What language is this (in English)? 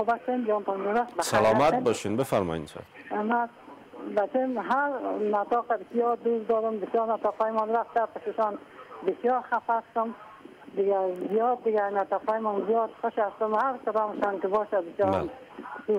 Persian